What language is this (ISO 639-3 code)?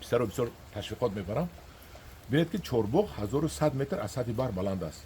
tgk